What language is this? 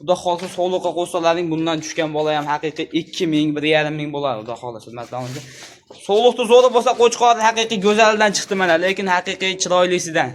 Uzbek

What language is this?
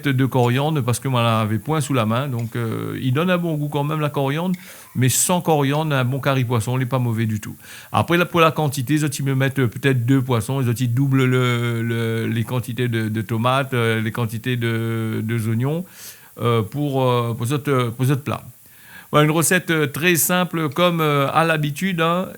Réunion Creole French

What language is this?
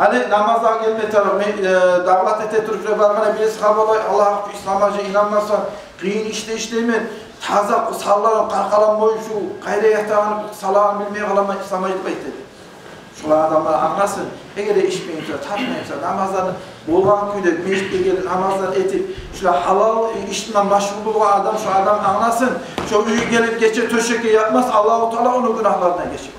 Kumyk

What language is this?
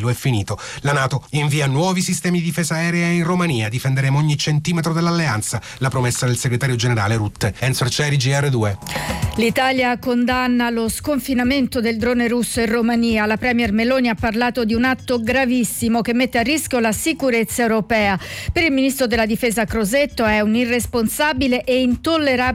Italian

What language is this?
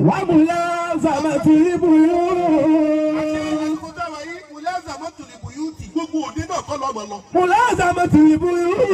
Yoruba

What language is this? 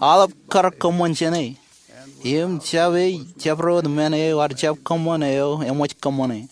Marshallese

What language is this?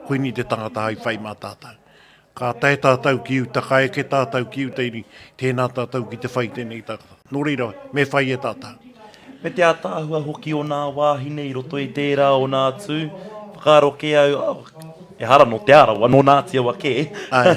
Māori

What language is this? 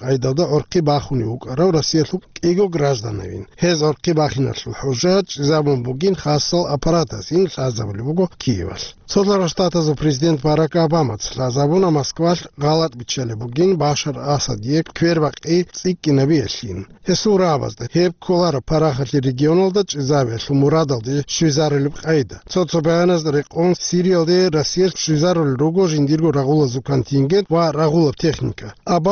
Avaric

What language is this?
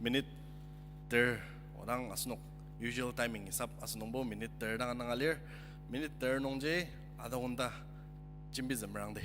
Ao Naga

